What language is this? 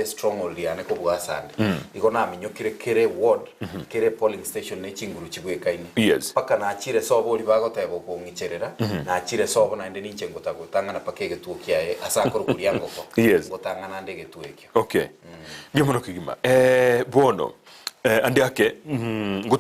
Gusii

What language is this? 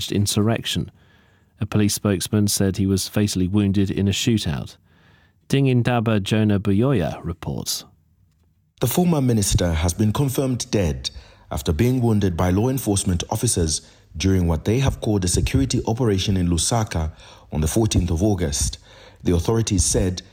English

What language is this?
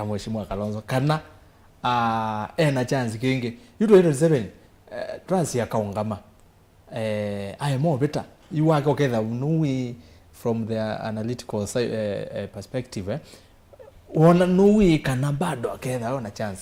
Kamba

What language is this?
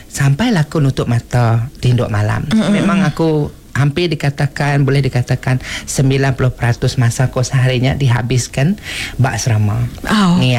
Iban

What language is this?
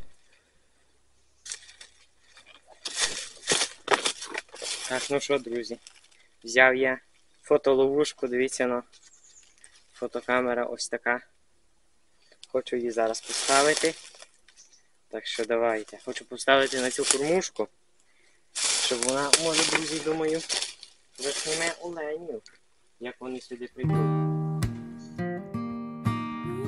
Ukrainian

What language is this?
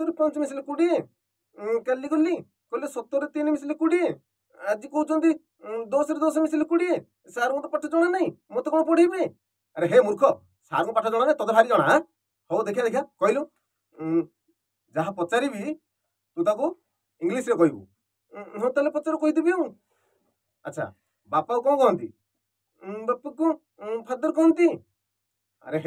Odia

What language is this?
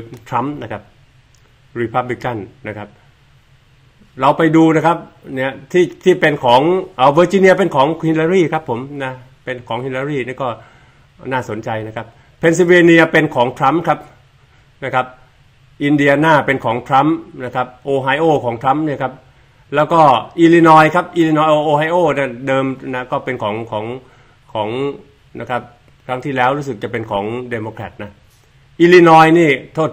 Thai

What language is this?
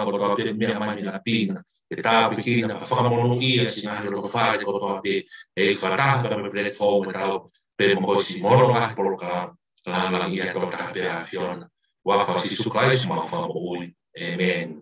Tongan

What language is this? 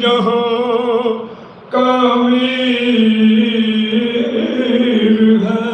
Saraiki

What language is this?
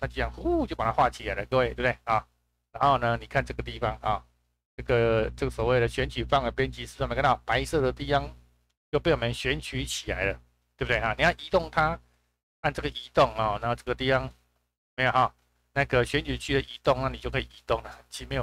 Chinese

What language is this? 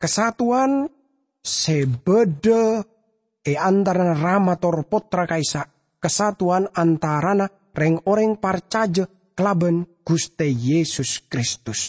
Madurese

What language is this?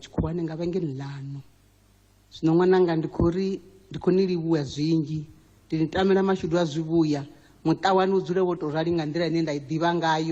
Venda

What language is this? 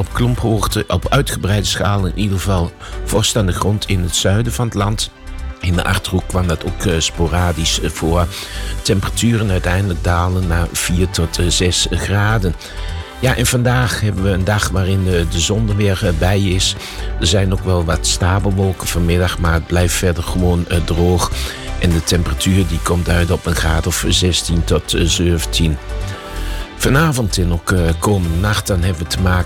Dutch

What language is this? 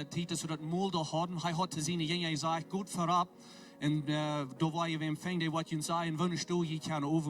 Plautdietsch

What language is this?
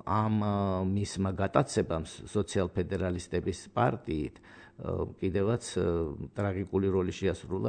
Georgian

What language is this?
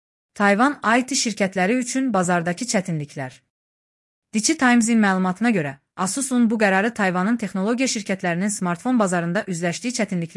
Azerbaijani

